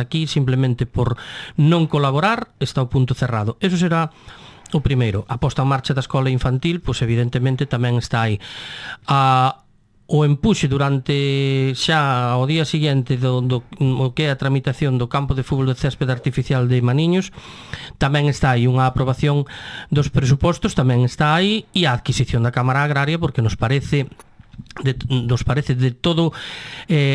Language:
Galician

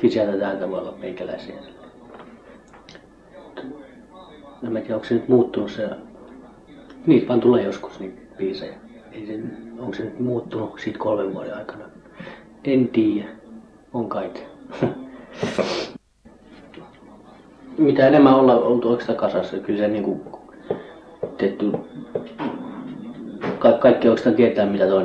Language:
Finnish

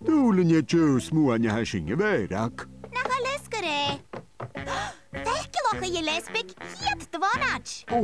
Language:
Scottish Gaelic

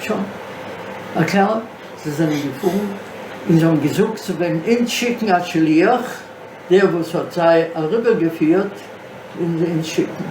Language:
Yiddish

